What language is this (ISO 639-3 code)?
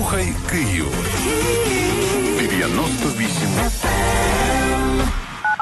ukr